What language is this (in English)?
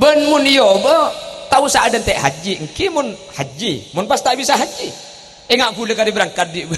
Madurese